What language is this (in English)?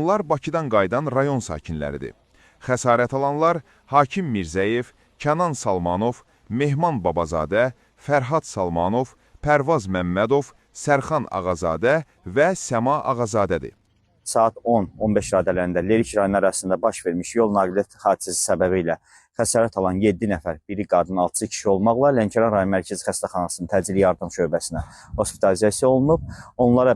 Azerbaijani